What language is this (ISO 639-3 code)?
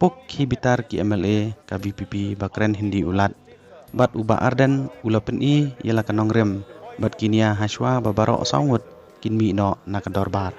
kha